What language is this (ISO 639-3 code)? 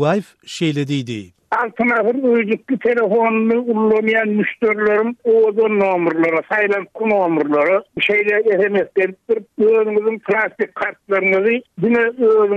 tuk